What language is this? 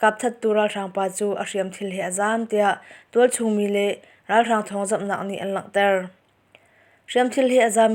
Hakha Chin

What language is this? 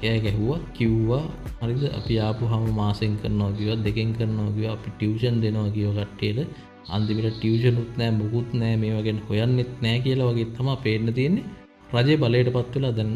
Sinhala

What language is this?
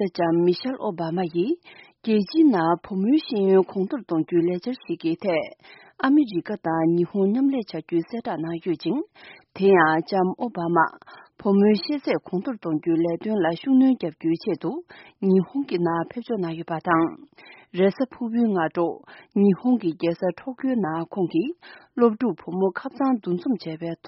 Tibetan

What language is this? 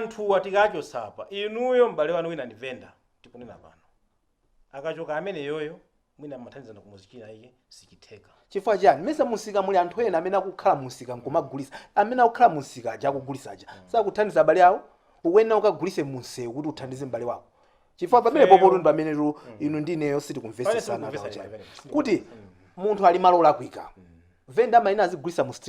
Nyanja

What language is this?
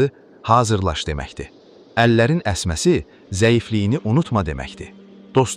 Azerbaijani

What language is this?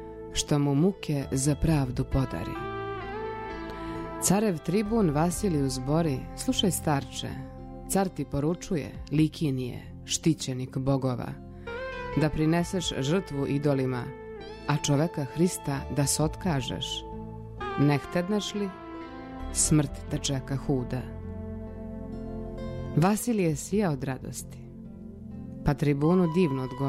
Serbian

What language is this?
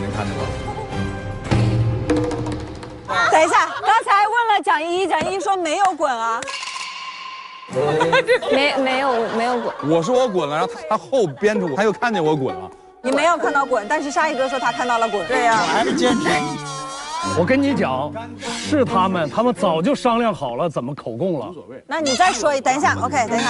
Chinese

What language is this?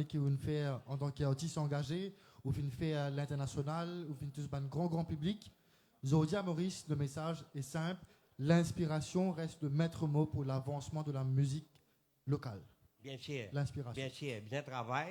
Morisyen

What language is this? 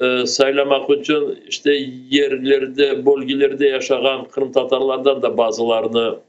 Crimean Tatar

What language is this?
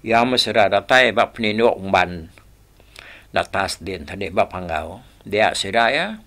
Iban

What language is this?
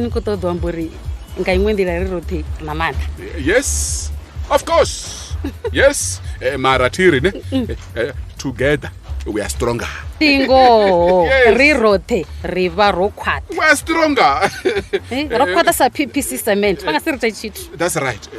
Venda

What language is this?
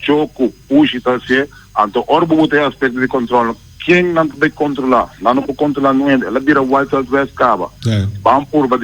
Papiamento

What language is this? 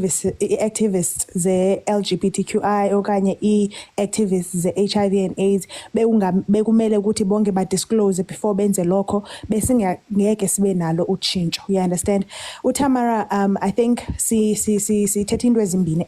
Zulu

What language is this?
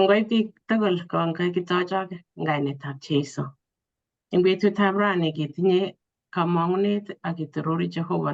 Kalenjin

